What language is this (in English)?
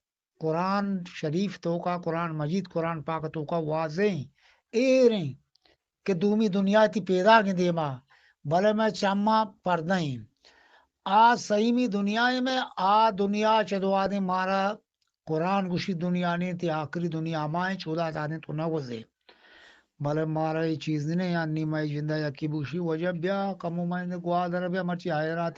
Eastern Balochi